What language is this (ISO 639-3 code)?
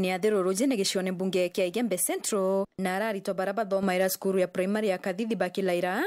mer